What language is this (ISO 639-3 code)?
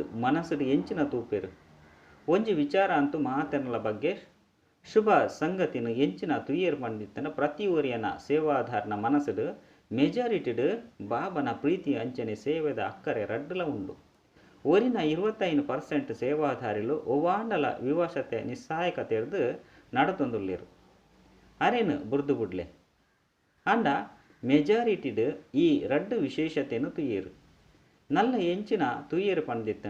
tcy